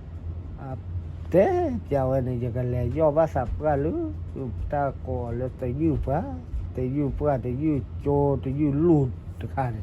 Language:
S'gaw Karen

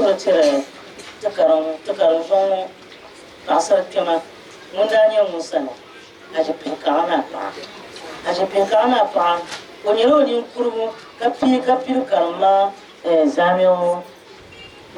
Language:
Dagbani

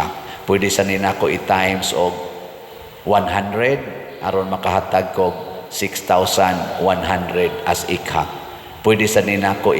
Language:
Cebuano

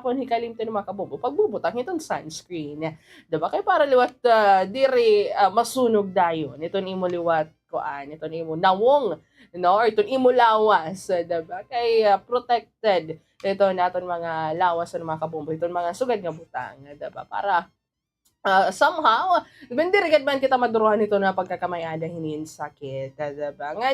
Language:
Waray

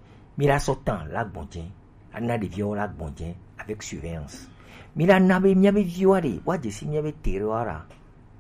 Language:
Gen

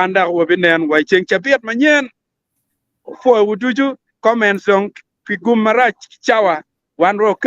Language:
Acoli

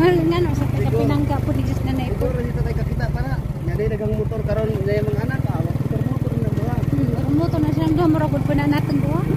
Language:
Cebuano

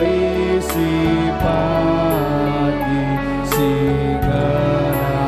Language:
Batak Karo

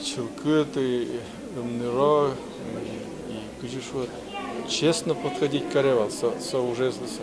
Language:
Udmurt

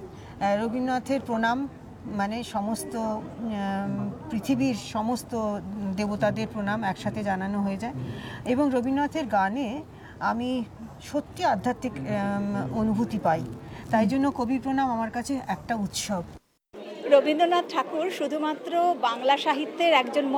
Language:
Bangla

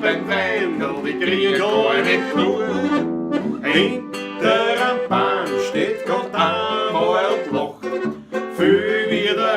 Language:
Bavarian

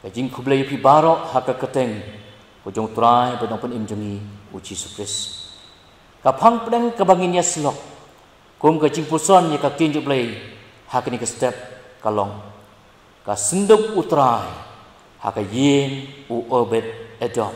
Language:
Khasi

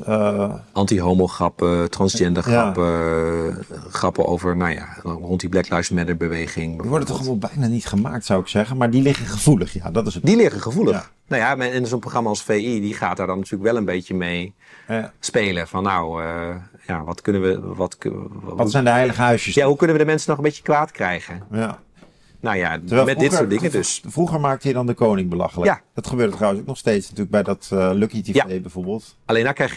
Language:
Dutch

